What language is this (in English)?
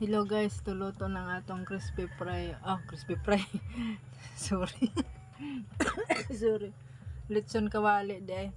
Cebuano